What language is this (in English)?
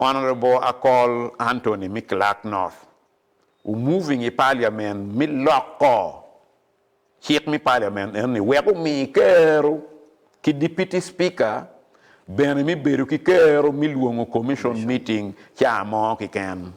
Acoli